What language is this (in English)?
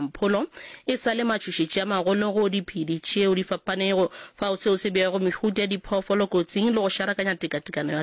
Northern Sotho